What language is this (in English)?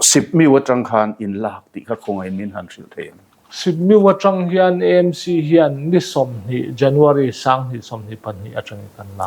Mizo